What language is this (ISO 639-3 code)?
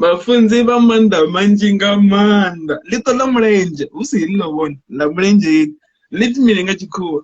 ven